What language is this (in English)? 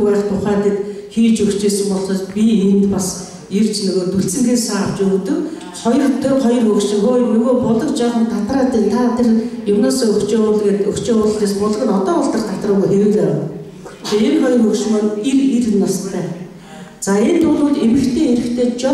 Mongolian